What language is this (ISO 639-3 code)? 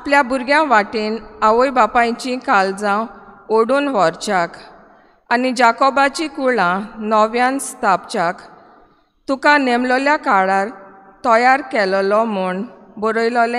kok